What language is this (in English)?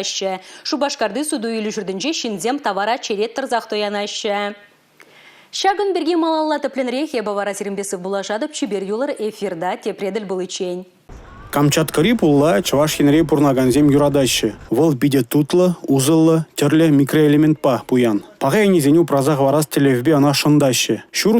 Chuvash